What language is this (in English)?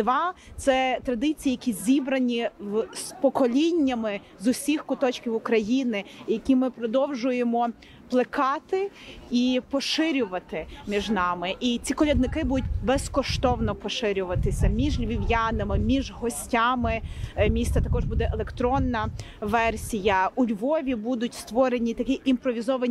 Ukrainian